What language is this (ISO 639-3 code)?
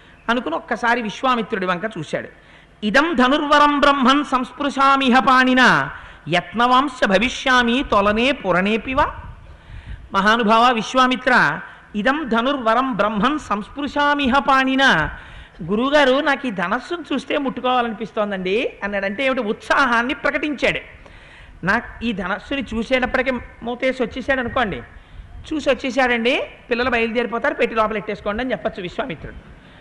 tel